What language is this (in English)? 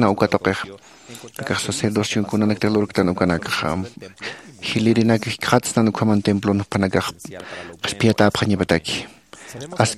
Aymara